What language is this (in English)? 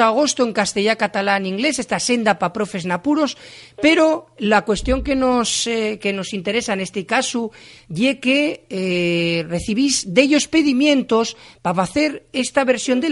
Asturian